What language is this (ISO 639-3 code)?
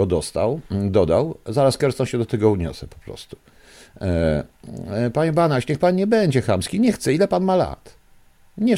pol